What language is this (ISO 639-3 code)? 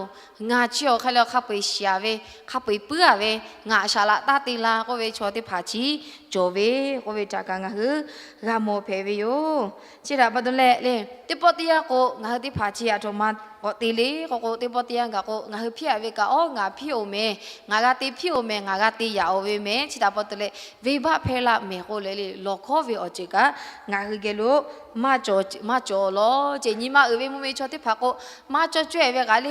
lhu